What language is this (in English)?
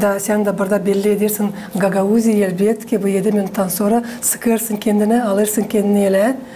Gagauz